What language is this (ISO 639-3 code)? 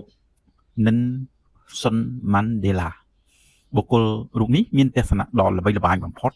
khm